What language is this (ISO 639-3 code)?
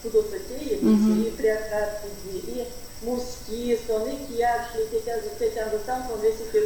myv